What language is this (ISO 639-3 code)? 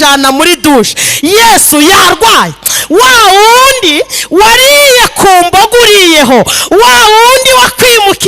kin